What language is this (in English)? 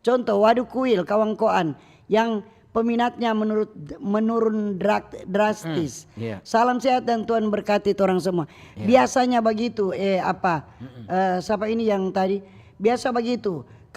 Manado Malay